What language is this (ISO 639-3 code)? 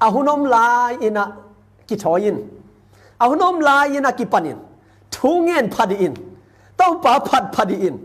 ctd